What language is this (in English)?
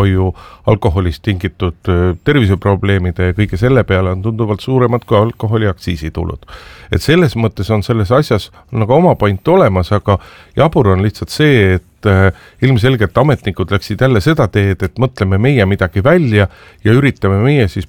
Estonian